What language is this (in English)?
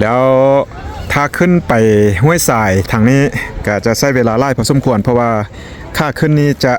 Lao